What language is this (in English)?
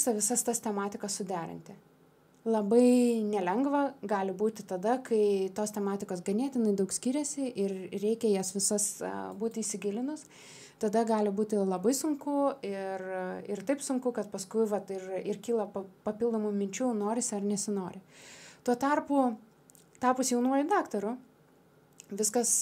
Lithuanian